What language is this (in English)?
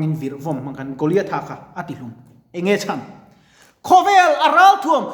Mizo